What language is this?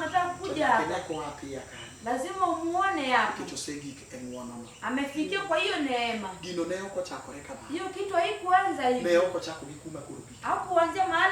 Luo (Kenya and Tanzania)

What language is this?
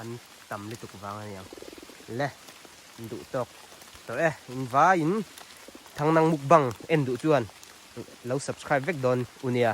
Mizo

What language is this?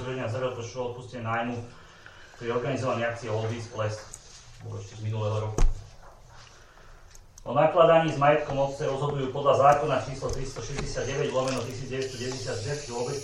Slovak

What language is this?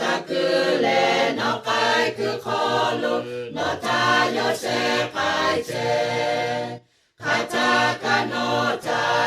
Lahu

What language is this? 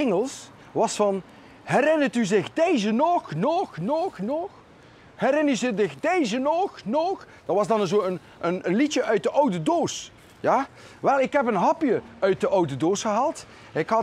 Dutch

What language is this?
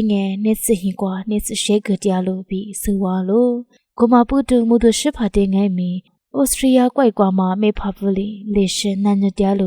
Lisu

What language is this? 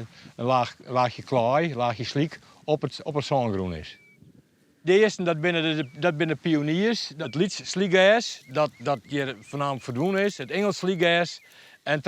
Western Frisian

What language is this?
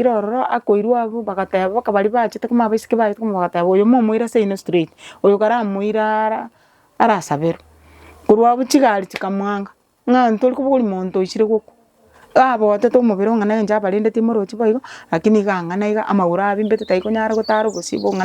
Gusii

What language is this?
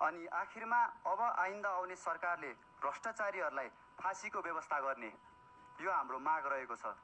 Nepali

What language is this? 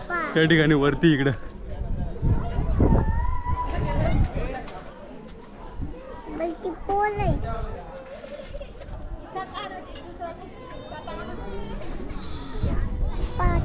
Marathi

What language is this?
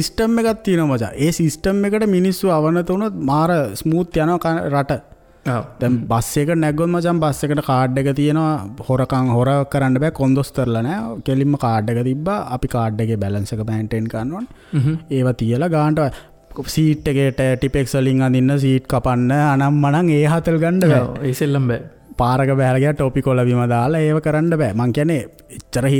Sinhala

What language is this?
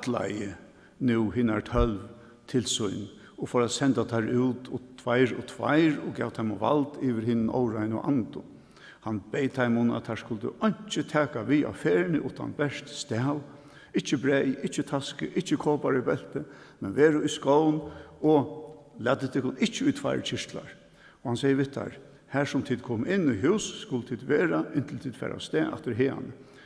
Faroese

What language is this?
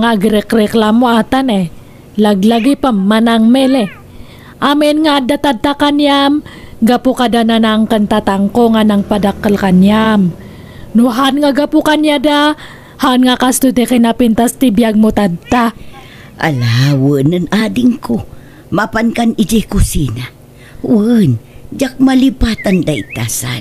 Iloko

